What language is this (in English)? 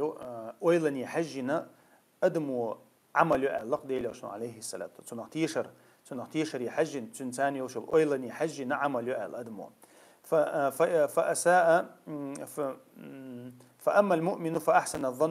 Chechen